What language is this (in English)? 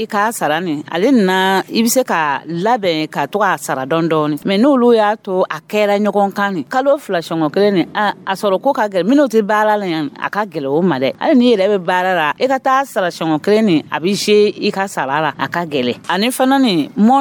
Dyula